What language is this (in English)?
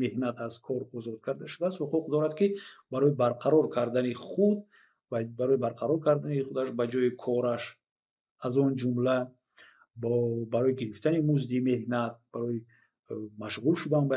Tajik